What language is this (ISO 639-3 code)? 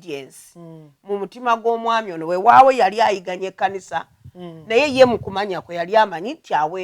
lug